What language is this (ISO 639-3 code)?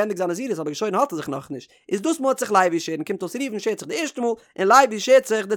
yid